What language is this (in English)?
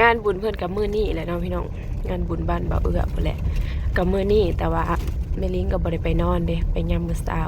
Northeastern Thai